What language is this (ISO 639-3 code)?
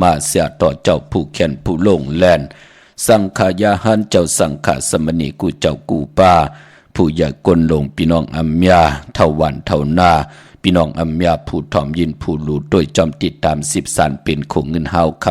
shn